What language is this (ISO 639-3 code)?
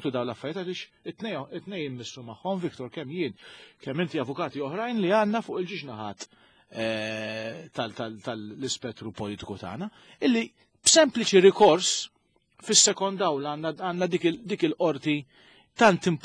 mlt